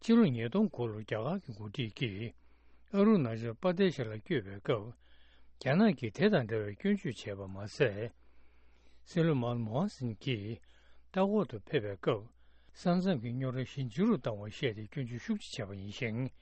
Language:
Tibetan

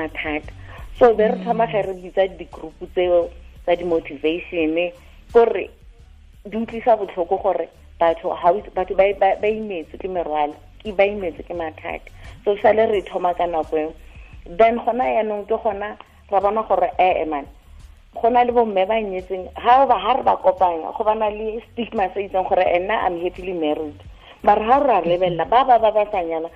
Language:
Tswana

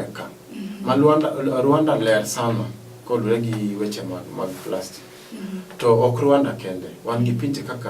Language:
Luo (Kenya and Tanzania)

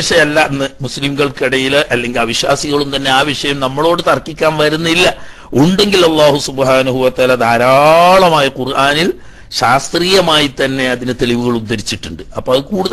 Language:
Malayalam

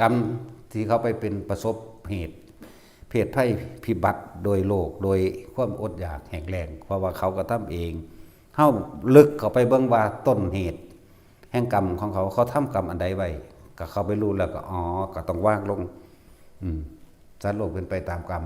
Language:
Northeastern Thai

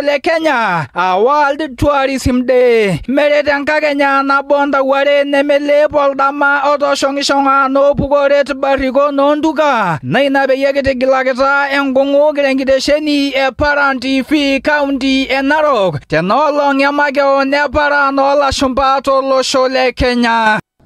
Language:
Masai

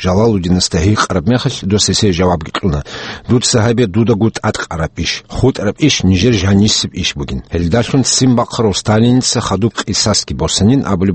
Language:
Avaric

